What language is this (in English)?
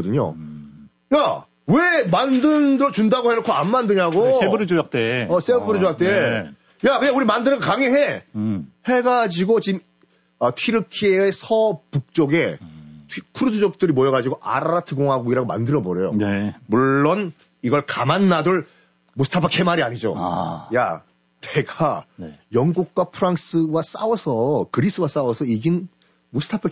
Korean